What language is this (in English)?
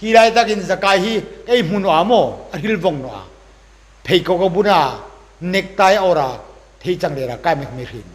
Hmar